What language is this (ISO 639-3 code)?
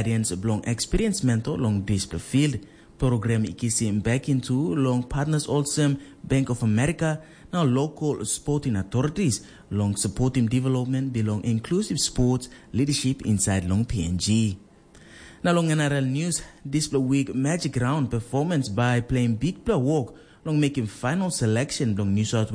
tpi